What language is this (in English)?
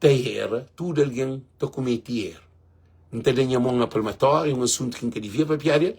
Kabuverdianu